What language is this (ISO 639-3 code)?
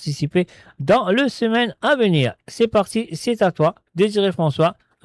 mfe